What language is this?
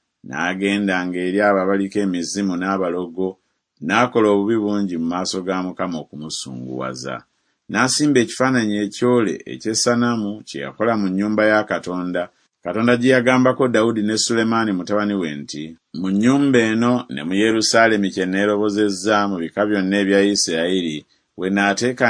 Ganda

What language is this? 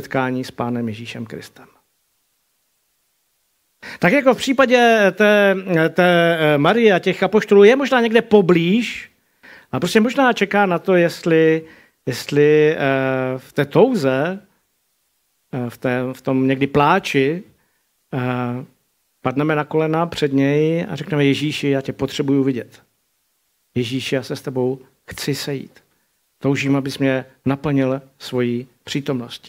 Czech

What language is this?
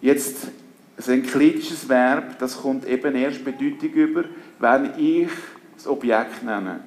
Swiss German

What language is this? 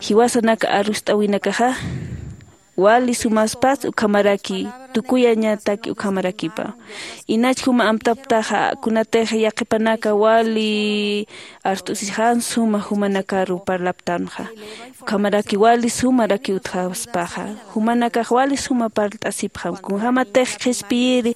Aymara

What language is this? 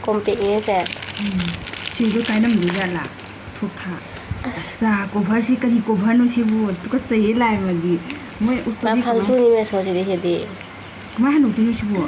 Manipuri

